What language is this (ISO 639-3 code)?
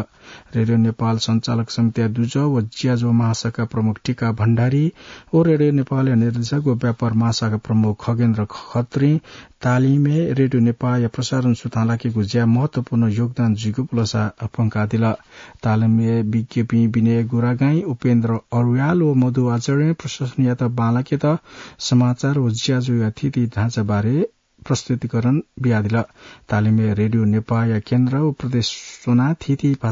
new